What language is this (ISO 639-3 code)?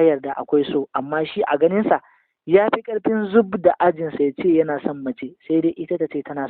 hau